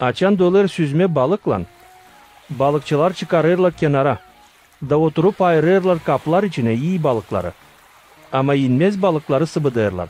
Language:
Gagauz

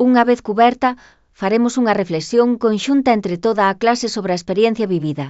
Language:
Galician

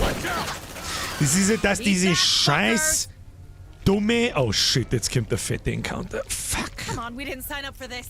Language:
Bavarian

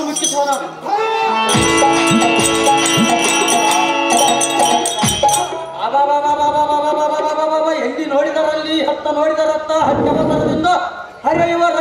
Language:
Kannada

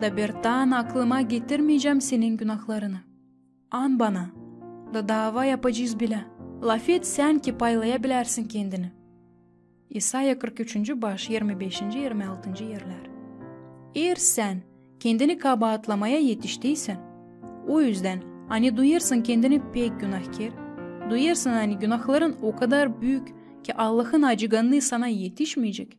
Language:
Gagauz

